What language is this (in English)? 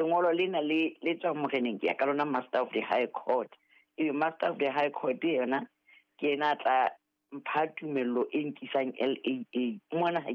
Southern Sotho